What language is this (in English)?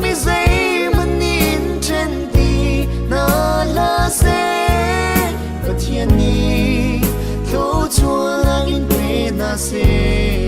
Hakha Chin